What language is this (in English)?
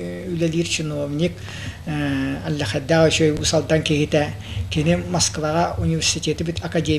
Yakut